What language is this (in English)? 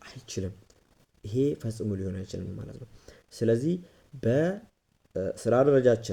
Amharic